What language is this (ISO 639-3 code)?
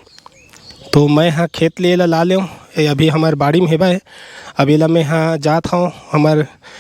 hne